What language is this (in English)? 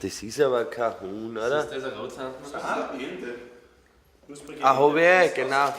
Bavarian